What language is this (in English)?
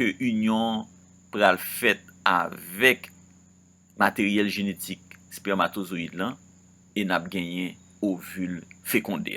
Haitian Creole